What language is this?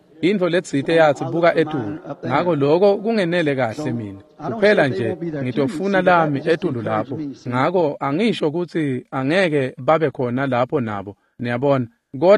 Swati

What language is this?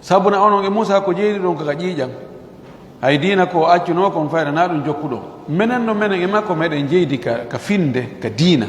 Fula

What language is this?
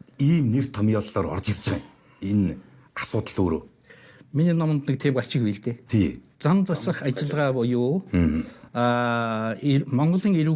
Mongolian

